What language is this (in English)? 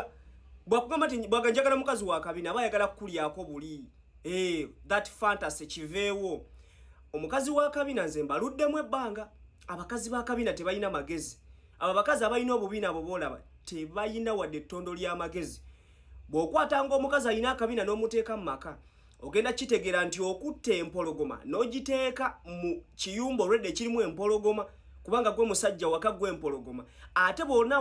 Ganda